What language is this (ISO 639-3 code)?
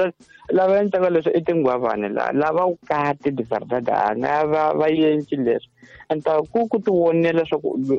tso